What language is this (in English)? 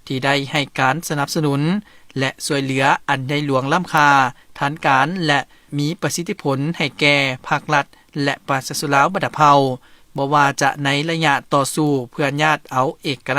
Lao